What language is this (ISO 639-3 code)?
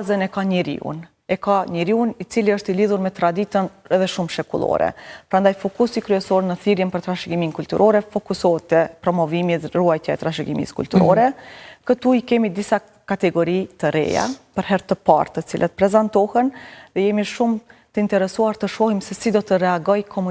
sqi